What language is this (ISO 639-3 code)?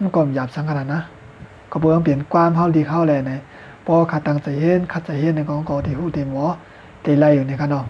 shn